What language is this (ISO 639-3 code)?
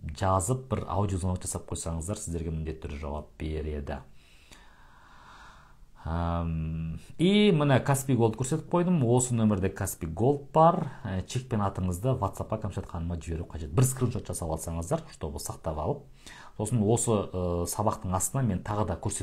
kaz